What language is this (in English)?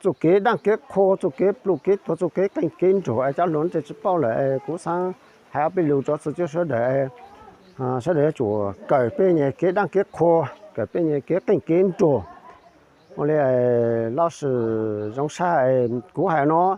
Hmong